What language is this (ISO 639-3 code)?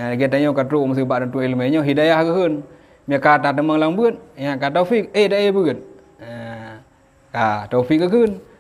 ace